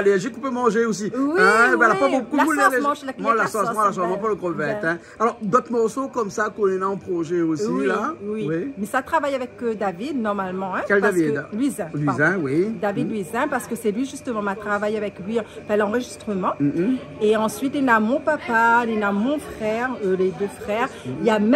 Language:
Réunion Creole French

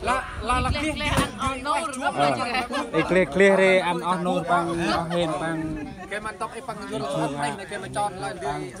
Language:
Central Mnong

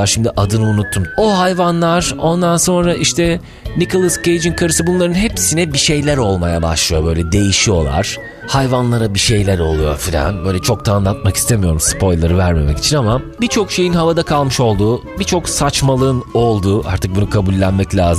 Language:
Turkish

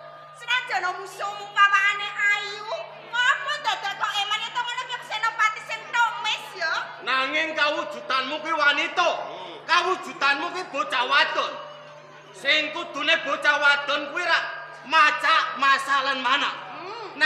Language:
Javanese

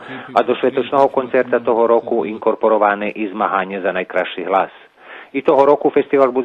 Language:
Rusyn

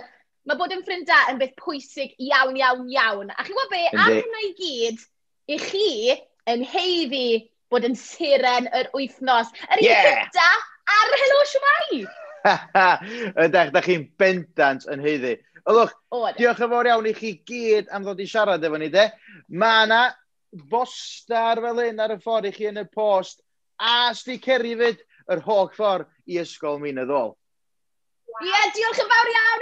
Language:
Welsh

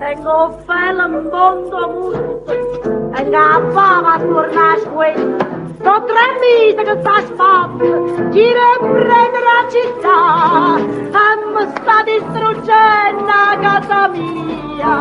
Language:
Neapolitan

